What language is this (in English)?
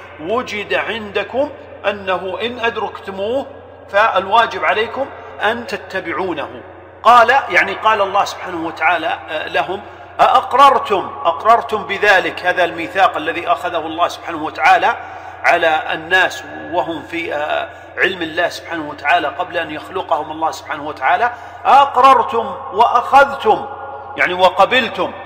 Arabic